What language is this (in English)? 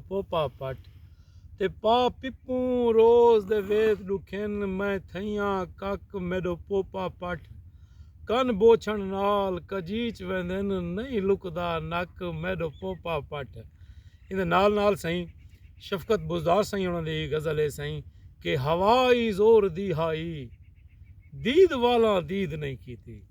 Saraiki